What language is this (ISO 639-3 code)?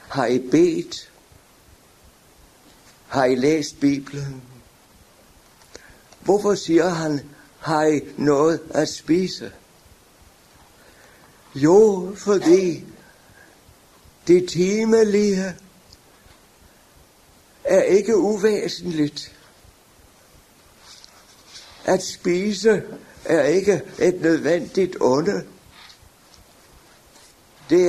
dan